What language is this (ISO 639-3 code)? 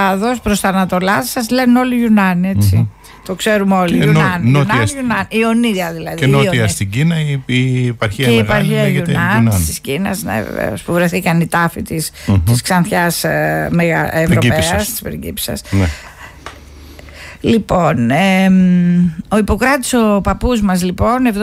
ell